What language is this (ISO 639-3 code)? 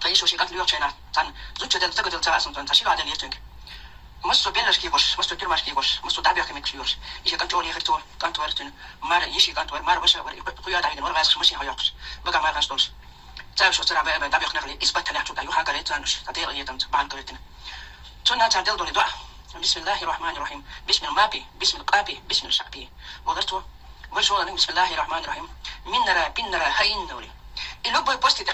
che